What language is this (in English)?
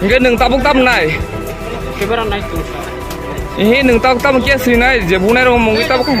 Riang (India)